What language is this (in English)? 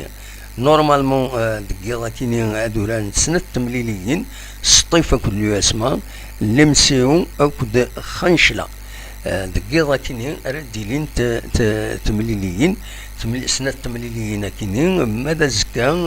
Kabyle